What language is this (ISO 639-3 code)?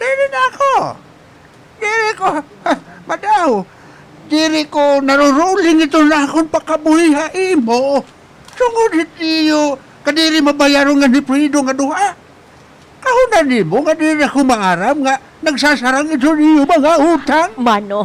war